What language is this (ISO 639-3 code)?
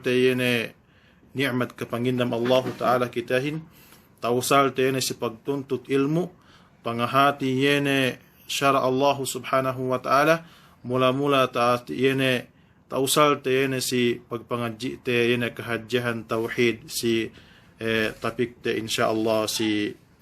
yka